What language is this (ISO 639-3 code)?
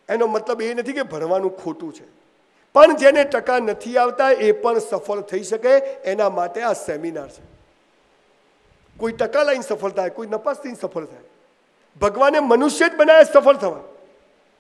guj